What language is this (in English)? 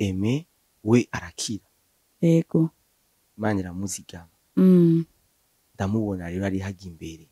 Rundi